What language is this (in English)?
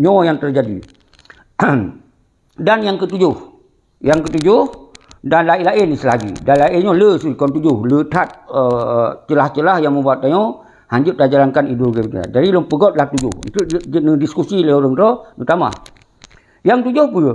Achinese